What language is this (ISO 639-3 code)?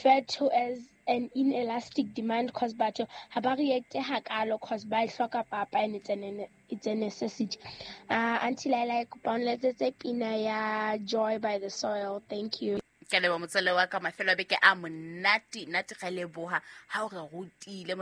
sot